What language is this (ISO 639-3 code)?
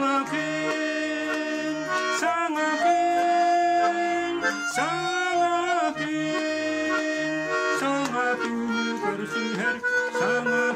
sah